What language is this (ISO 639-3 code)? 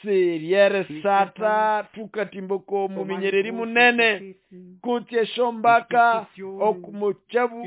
nnb